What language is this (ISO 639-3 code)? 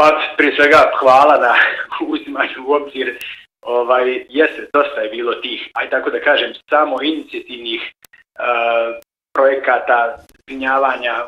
bos